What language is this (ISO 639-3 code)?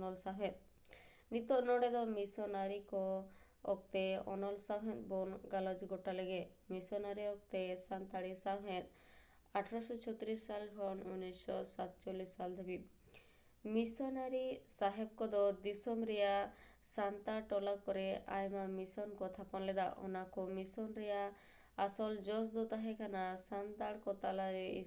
sat